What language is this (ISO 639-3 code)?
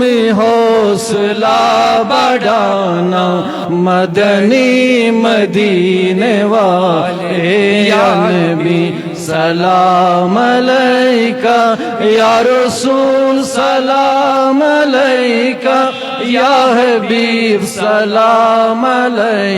kas